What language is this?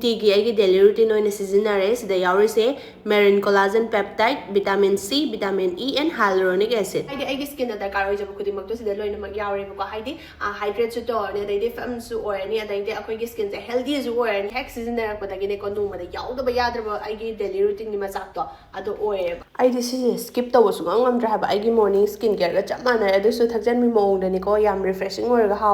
Manipuri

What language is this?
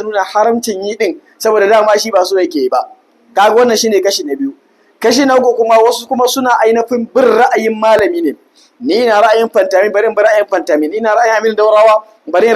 Hausa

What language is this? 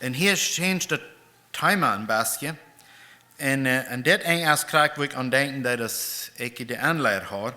Plautdietsch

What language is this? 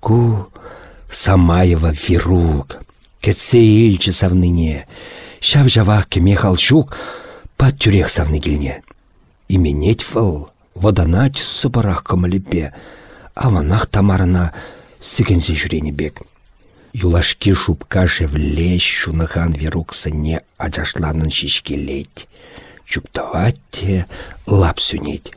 Chuvash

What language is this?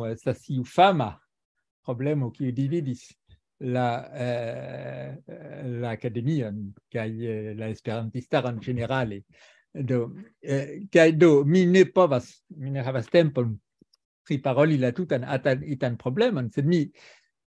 Esperanto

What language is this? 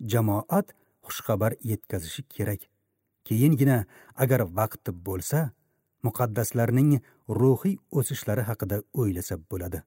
Uzbek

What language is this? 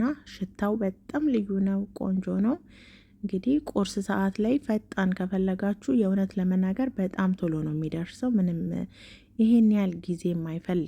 Amharic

